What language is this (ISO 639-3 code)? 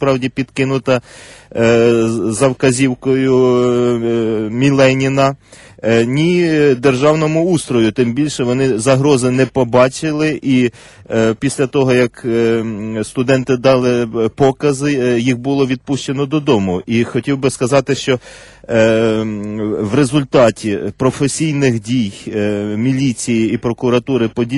ukr